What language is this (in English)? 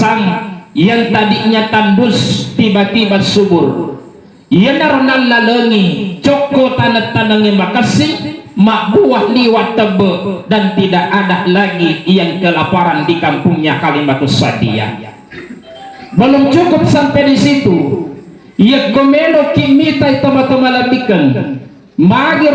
Buginese